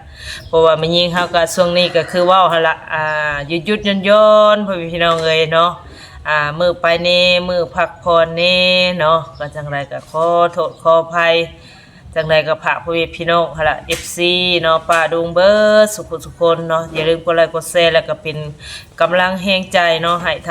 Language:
Northeastern Thai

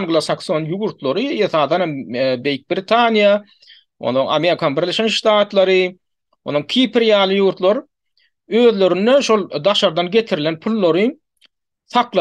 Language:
Turkmen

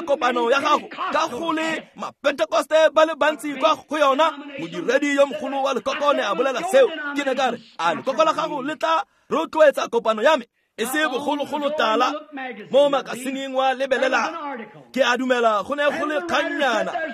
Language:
Tswana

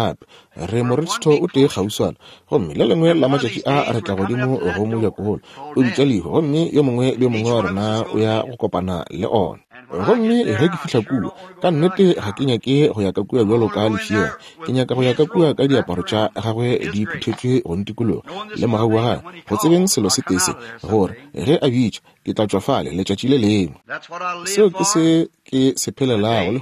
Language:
Northern Sotho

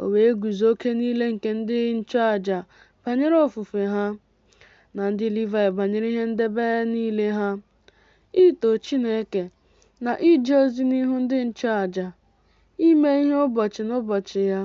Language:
Igbo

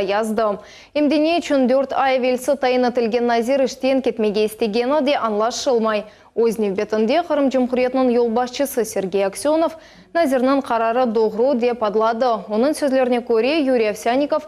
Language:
Crimean Tatar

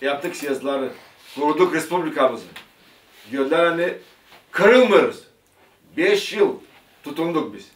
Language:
Gagauz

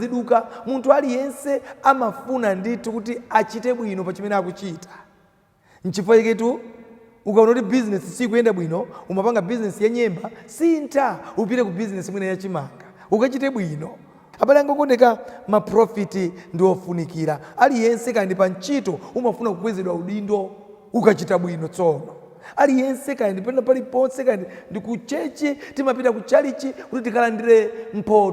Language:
Nyanja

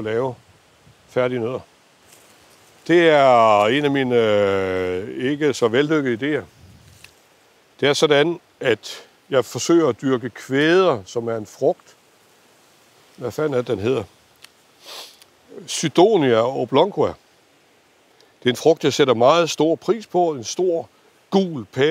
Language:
Danish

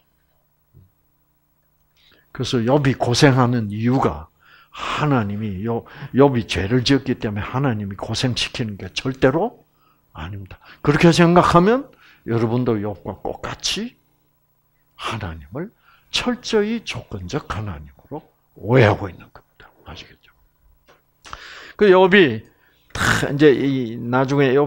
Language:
Korean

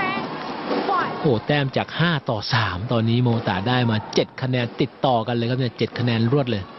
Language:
Thai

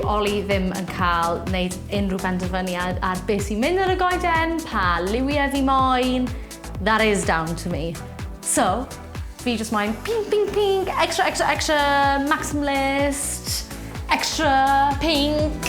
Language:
Welsh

